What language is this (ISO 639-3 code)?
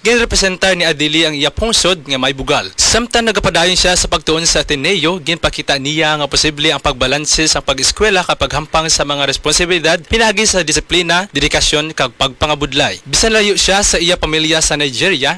hil